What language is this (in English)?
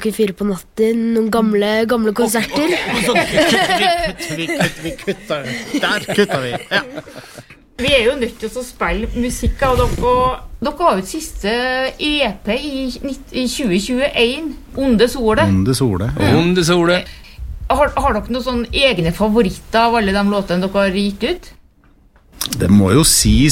Norwegian